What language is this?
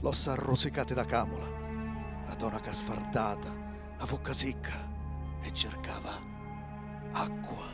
Sicilian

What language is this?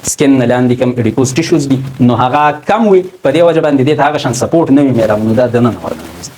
Pashto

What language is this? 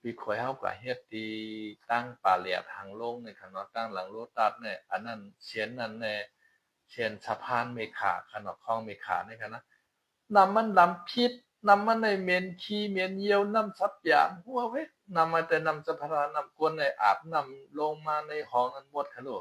Shan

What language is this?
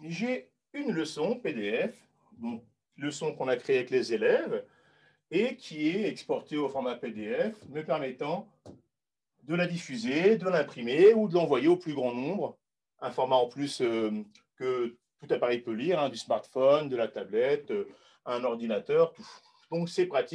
French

